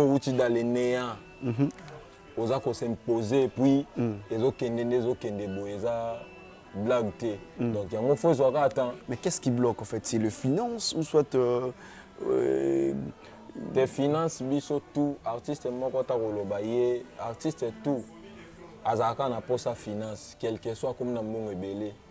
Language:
Lingala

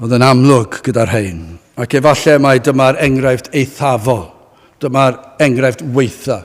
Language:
Welsh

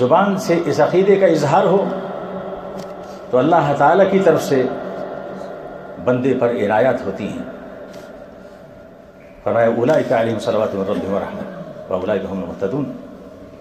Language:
Urdu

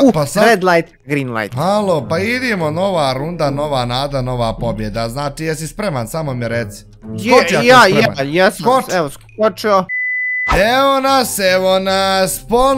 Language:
Bosnian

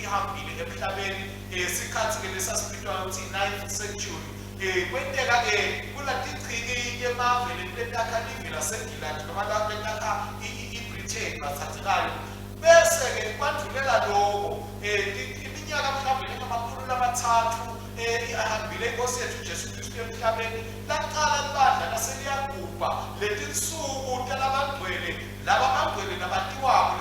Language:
Swati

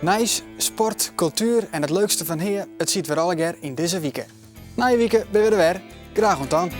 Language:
Western Frisian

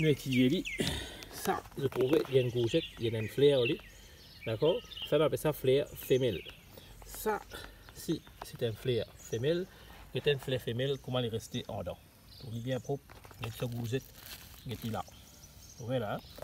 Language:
Morisyen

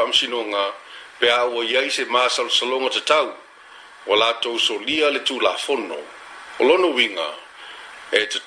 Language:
Samoan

